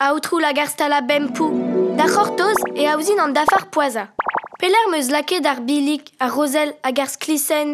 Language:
Breton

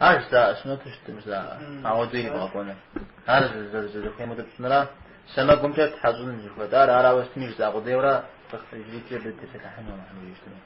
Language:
Kabardian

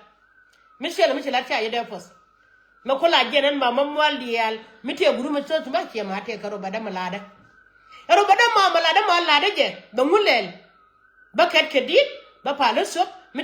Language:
Nuer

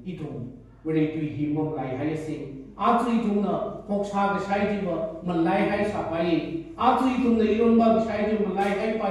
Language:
Tangkhul Naga (India)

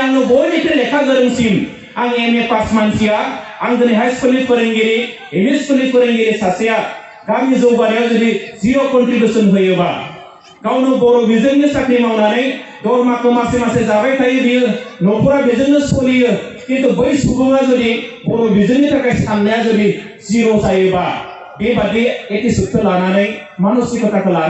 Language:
Bodo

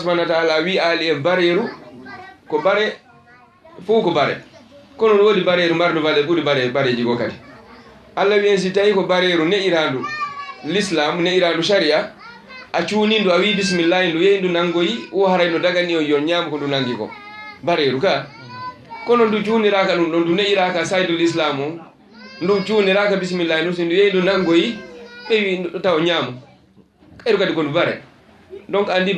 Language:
Fula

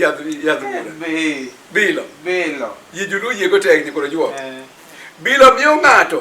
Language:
Luo (Kenya and Tanzania)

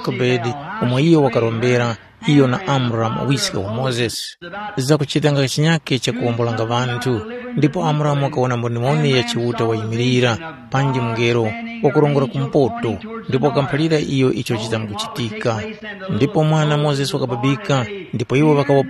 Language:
Tumbuka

